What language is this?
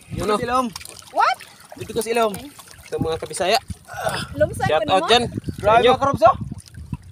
Filipino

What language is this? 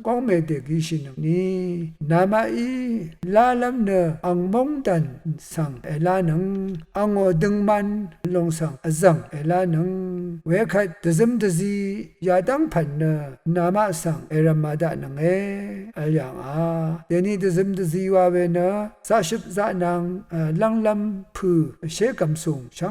Rawang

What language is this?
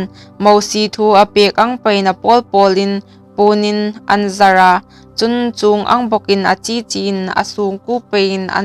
Hmar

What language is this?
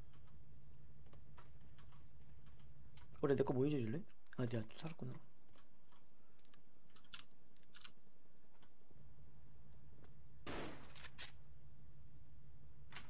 Korean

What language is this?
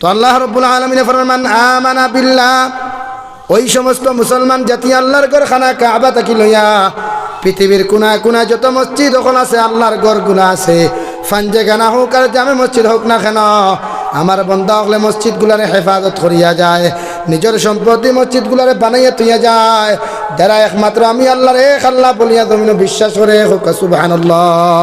Sylheti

